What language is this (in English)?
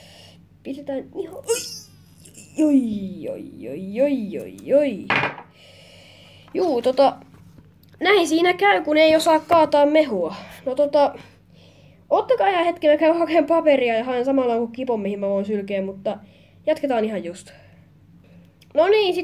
Finnish